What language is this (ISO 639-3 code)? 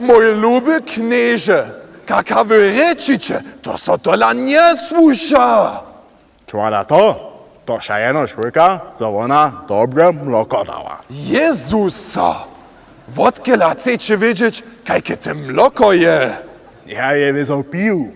hsb